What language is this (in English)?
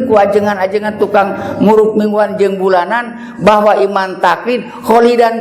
Sundanese